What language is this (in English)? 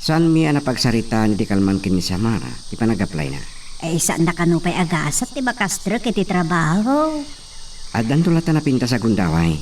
Iloko